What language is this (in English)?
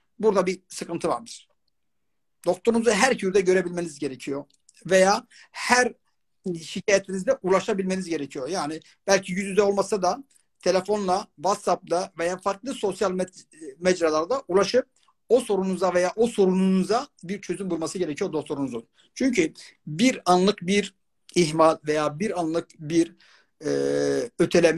Turkish